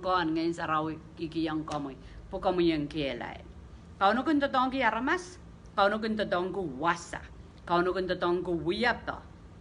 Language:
Pohnpeian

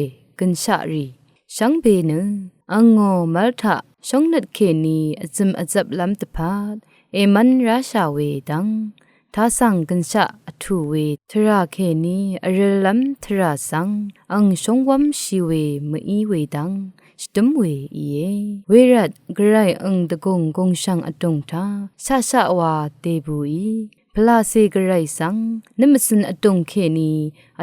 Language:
Rawang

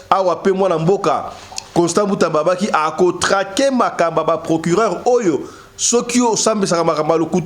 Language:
Lingala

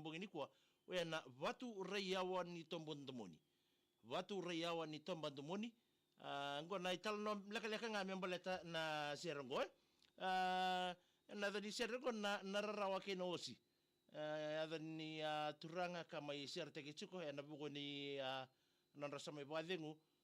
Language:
Fijian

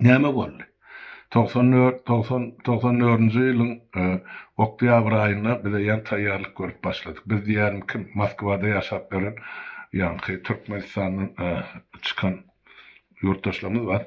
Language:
Turkmen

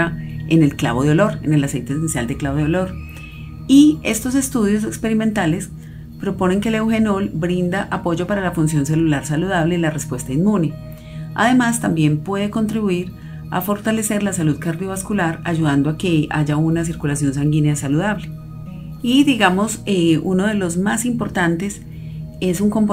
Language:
Spanish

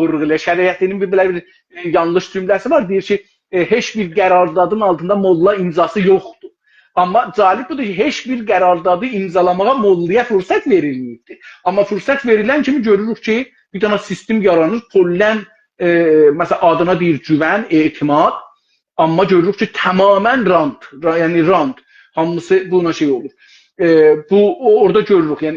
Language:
South Azerbaijani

